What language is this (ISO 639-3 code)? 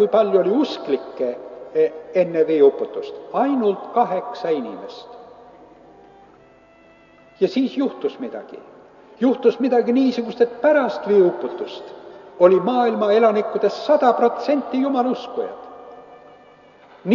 est